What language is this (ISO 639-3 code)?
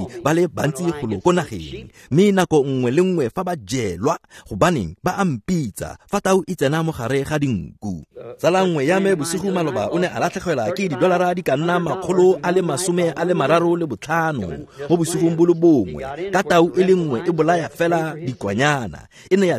tsn